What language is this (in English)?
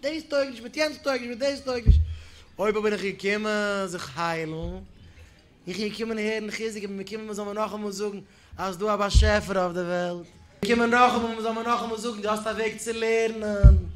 Yiddish